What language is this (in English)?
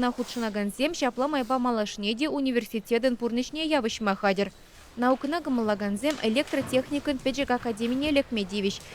Chuvash